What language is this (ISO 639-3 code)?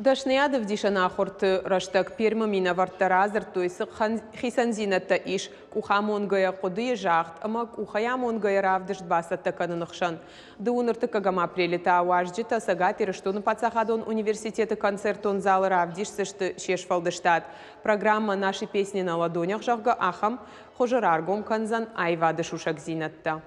oss